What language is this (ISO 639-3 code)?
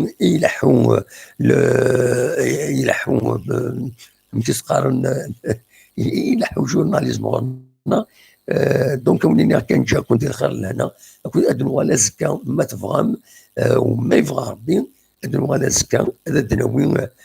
kab